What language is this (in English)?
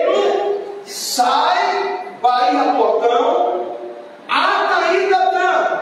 Tetum